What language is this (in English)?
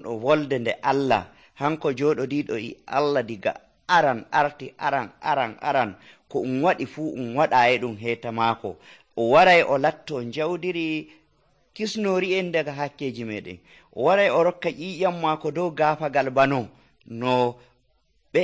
Nigerian Fulfulde